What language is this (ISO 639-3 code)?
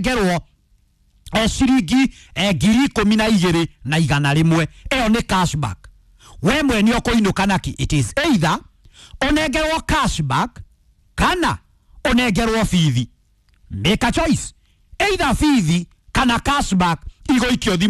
kik